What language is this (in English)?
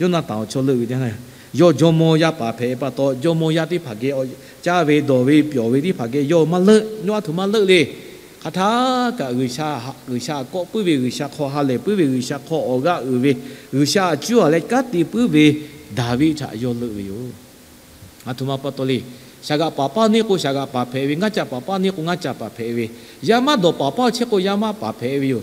Lahu